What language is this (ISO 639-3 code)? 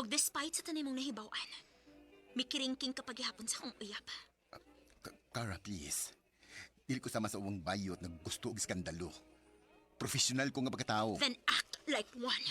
ceb